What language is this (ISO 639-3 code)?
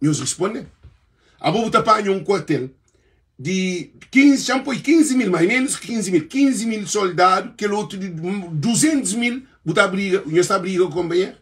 kea